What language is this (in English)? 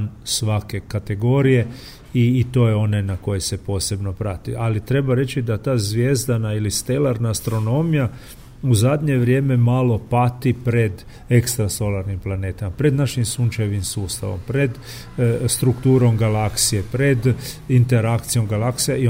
Croatian